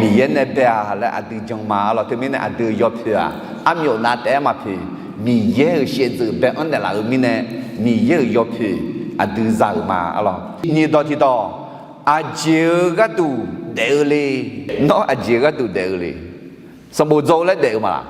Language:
Akha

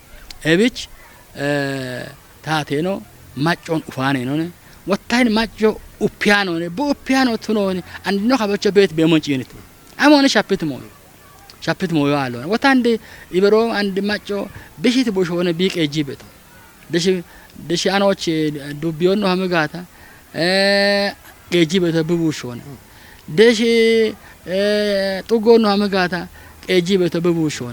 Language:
Kafa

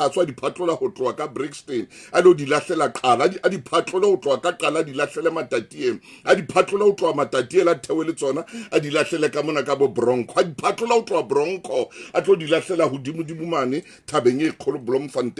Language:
Southern Sotho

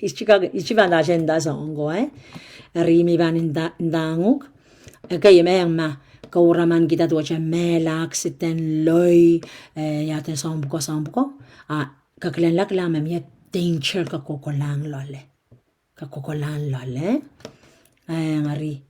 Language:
Pohnpeian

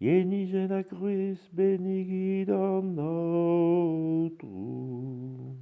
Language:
Breton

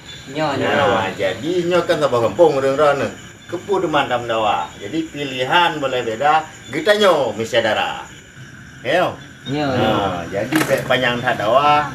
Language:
Achinese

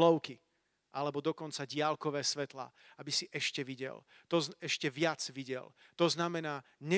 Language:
Slovak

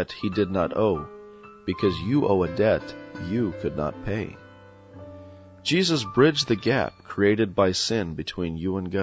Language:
English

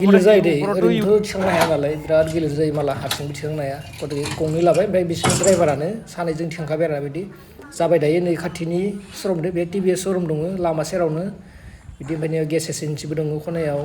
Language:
Bodo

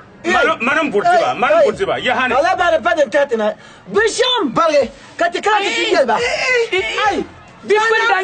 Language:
Dagbani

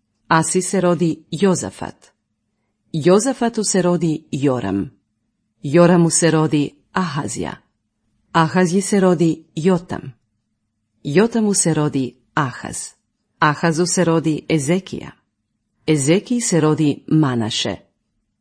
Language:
Croatian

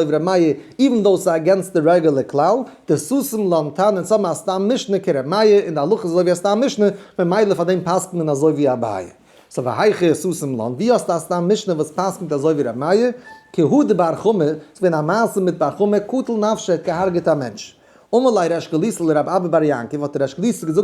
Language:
Yiddish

